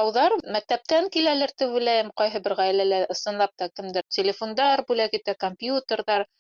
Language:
Bashkir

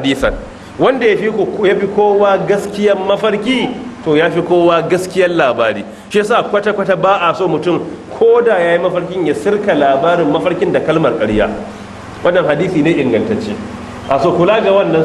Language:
Hausa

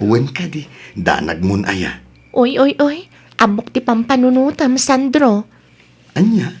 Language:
Iloko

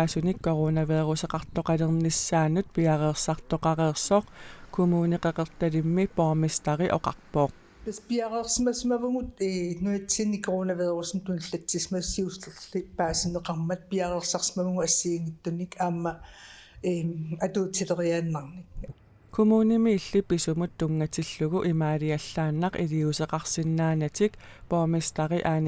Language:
Kalaallisut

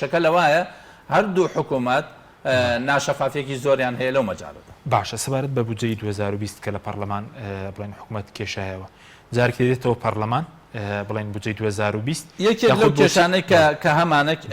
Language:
Central Kurdish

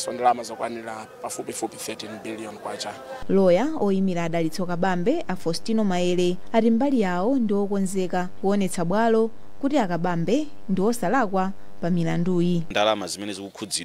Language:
Nyanja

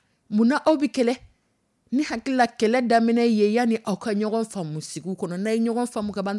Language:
Dyula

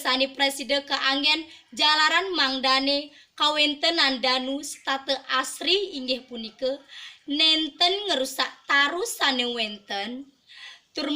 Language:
Balinese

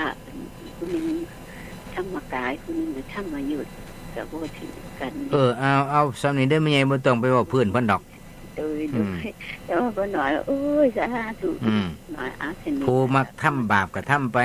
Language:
Northeastern Thai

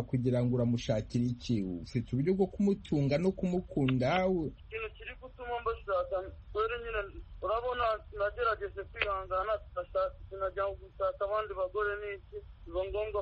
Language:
Kinyarwanda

